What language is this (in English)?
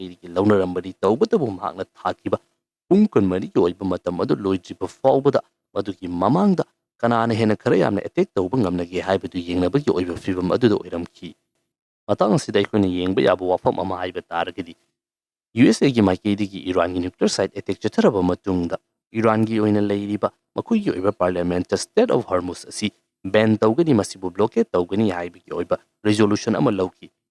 Manipuri